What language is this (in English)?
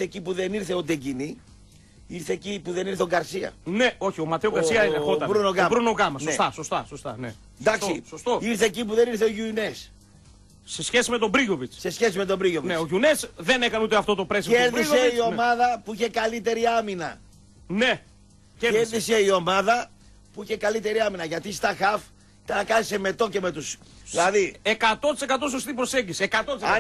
Greek